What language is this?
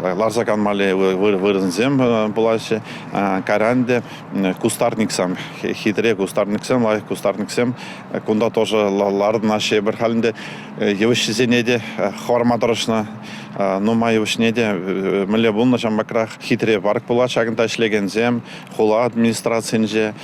Chuvash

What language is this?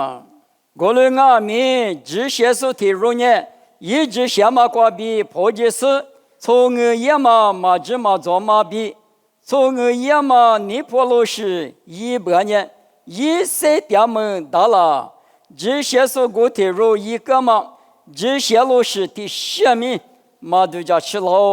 Lisu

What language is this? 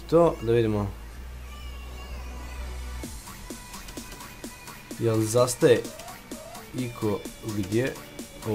Croatian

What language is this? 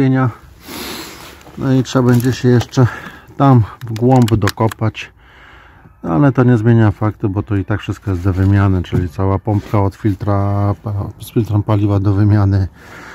Polish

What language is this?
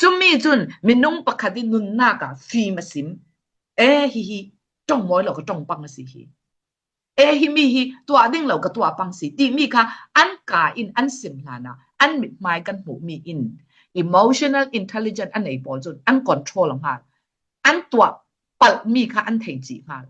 Falam Chin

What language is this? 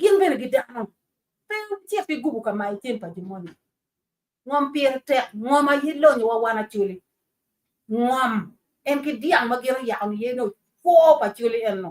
Acoli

